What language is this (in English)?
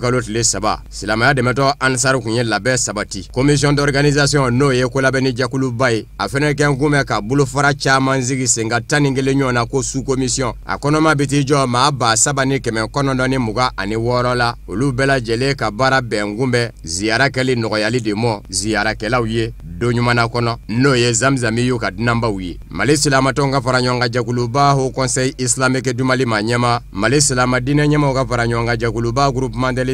Bambara